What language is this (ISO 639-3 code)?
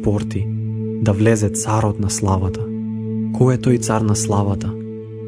mkd